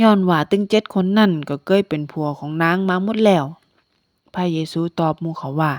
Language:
Northern Thai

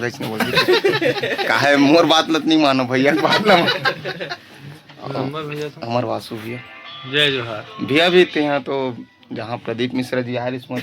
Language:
Chhattisgarhi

